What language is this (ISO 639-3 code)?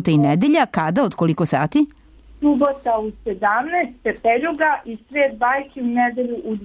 srp